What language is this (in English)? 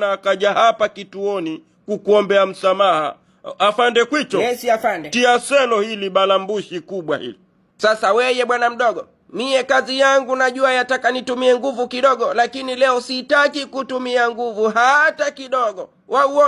Swahili